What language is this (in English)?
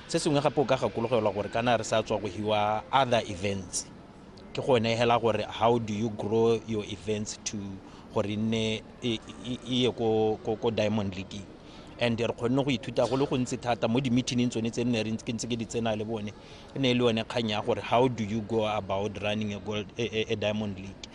Tswana